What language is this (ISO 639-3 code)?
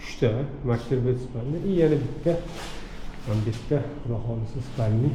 uzb